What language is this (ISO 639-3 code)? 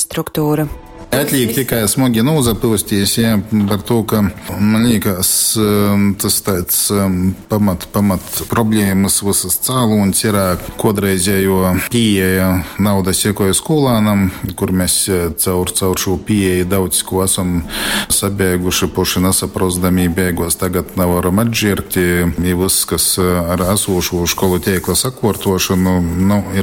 ltg